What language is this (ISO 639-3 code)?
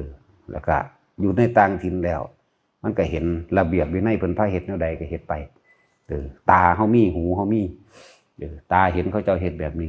lao